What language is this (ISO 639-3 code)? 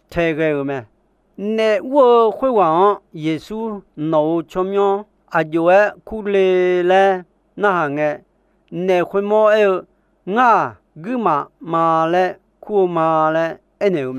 ahk